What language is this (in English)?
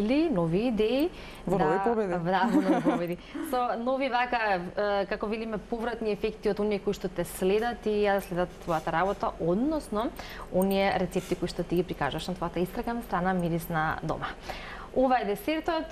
Macedonian